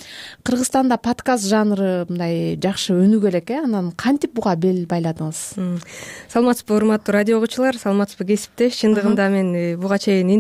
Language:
Kyrgyz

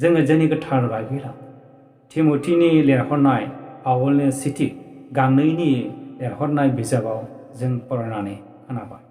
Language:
Bodo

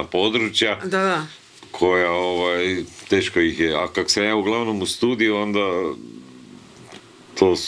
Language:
Croatian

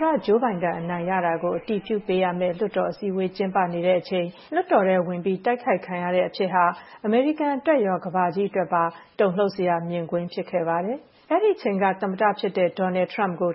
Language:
Burmese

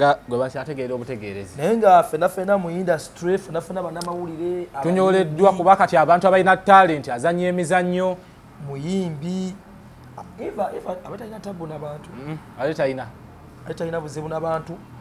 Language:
Ganda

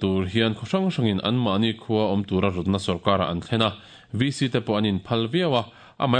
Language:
Mizo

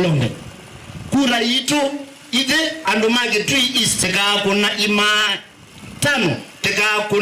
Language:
Kamba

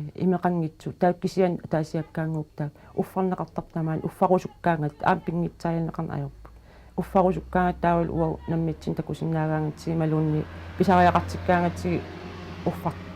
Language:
Kalaallisut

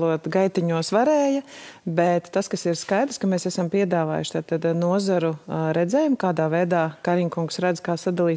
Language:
Latvian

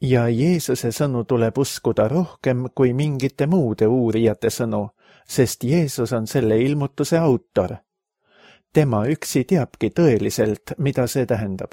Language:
Estonian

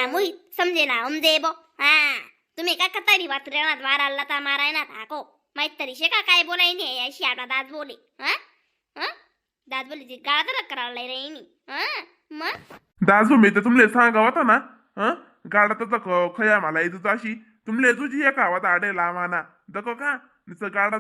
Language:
Khandesi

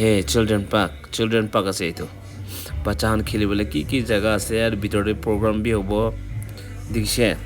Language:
Naga Pidgin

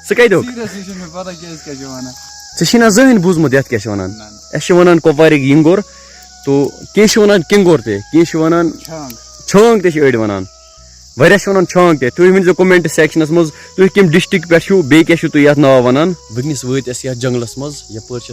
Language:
Kashmiri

